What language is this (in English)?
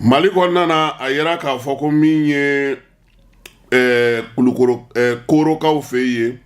Bambara